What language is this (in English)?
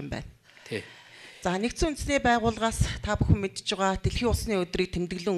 Mongolian